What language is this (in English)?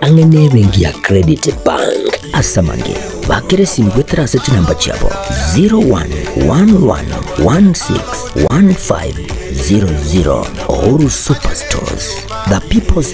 Gusii